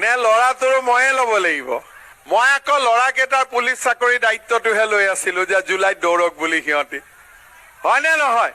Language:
Assamese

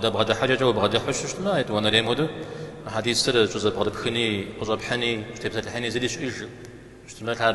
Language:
Kabardian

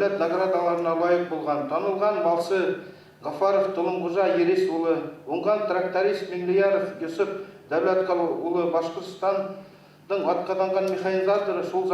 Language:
Bashkir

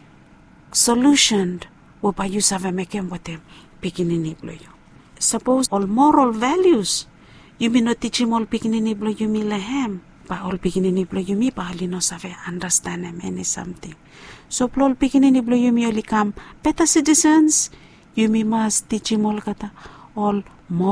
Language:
Bislama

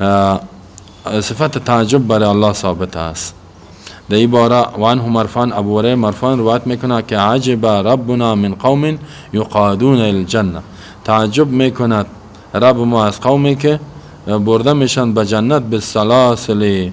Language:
Persian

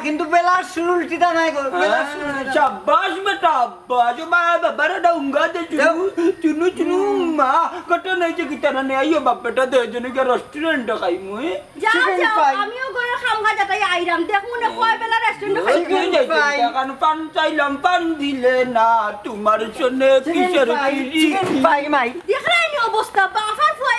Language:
Sylheti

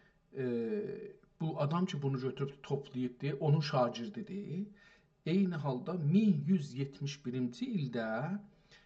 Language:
South Azerbaijani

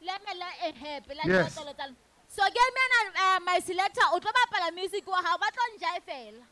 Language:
Southern Sotho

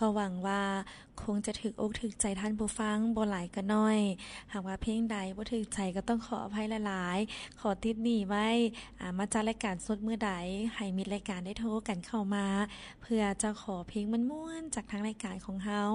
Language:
Lao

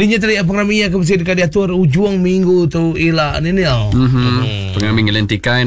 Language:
Iban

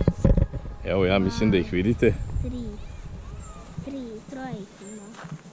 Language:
Serbian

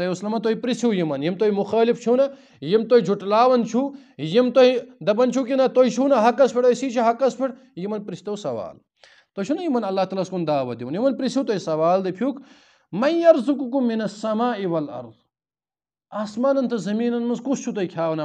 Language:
Kashmiri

